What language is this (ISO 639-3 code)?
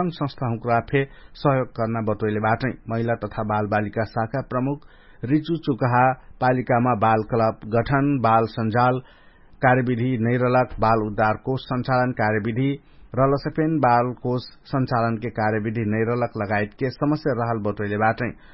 thl